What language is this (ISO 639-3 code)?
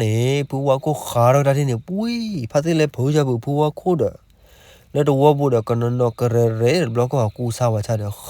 ksw